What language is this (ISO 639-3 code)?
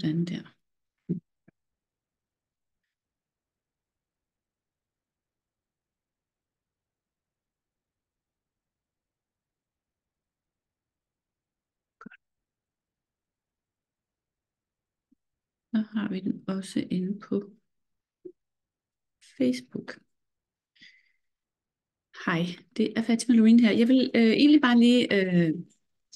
dan